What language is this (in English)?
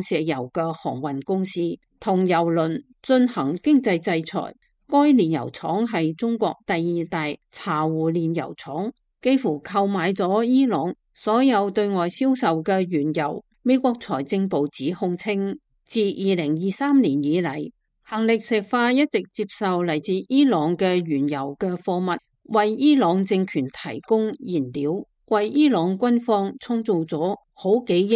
Cantonese